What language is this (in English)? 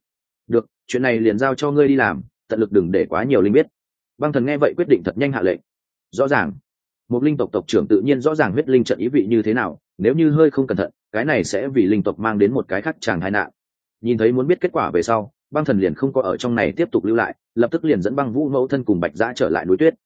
Vietnamese